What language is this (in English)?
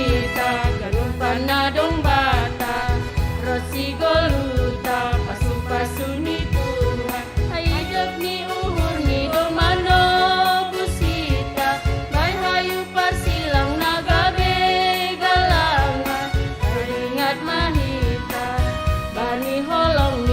Batak Simalungun